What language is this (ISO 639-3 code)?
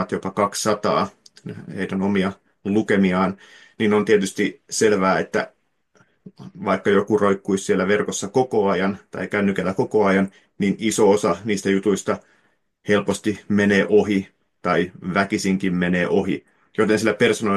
fin